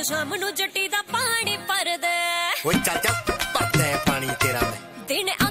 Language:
Punjabi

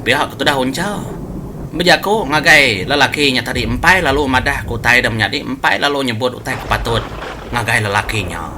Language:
Iban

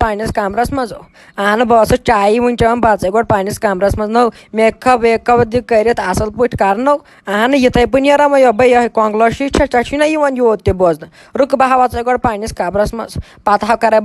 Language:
Kashmiri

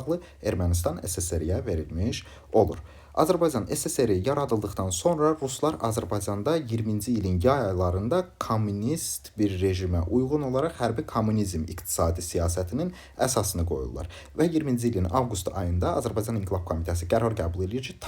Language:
Azerbaijani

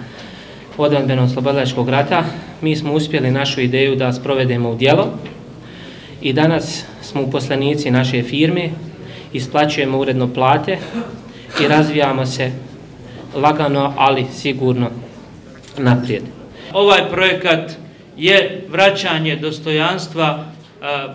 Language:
Bosnian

